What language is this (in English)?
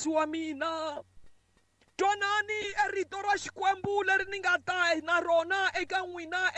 Tsonga